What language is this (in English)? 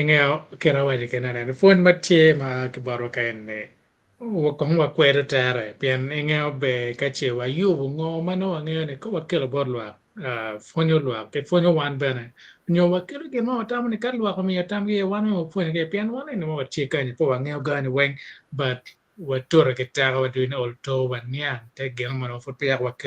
Acoli